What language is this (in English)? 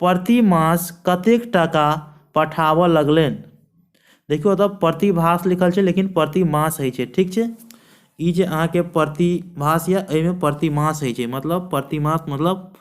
Maithili